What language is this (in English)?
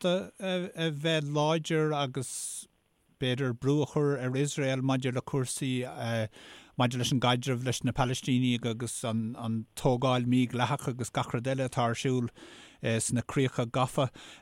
Irish